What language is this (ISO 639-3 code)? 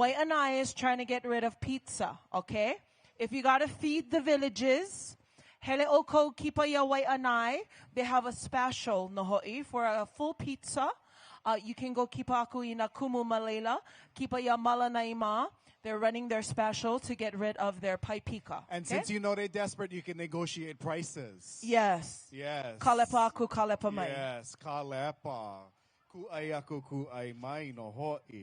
haw